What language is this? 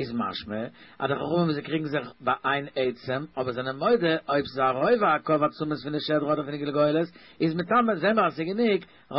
Yiddish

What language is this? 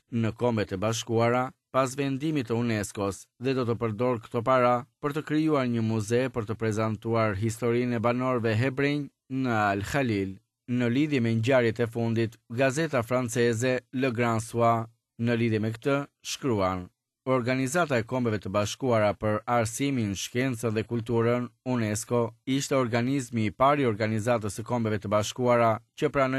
Albanian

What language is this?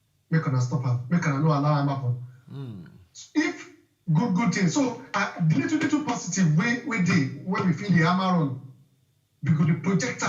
Nigerian Pidgin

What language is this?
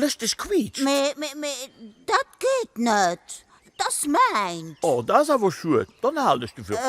Luxembourgish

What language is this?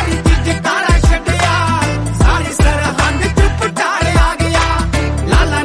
Punjabi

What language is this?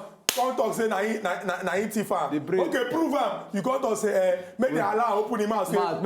Nigerian Pidgin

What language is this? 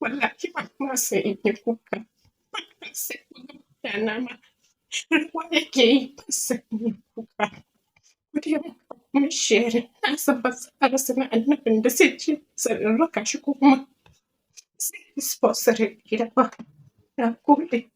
Hausa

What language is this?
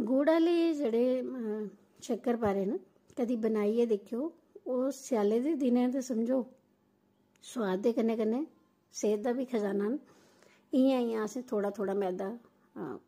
Dogri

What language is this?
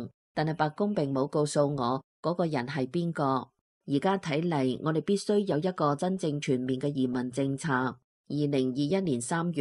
Cantonese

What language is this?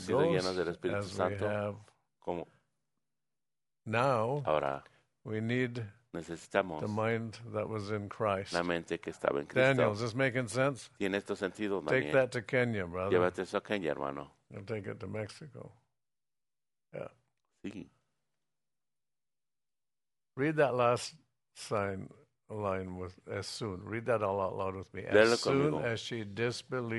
Spanish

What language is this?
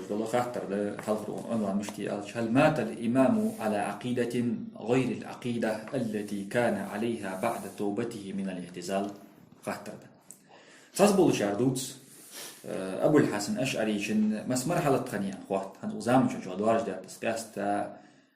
Ingush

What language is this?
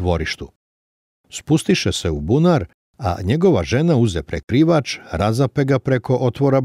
Serbian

